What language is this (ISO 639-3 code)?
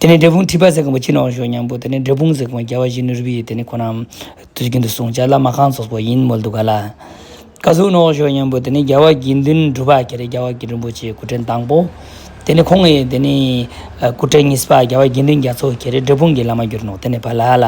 lbj